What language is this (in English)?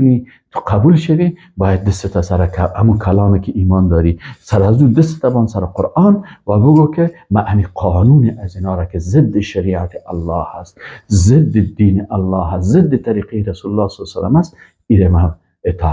Persian